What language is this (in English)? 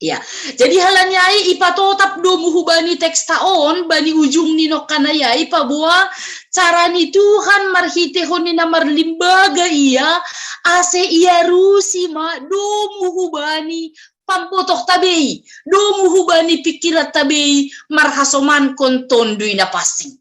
Batak Simalungun